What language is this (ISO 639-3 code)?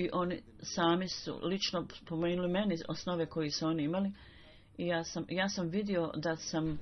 bos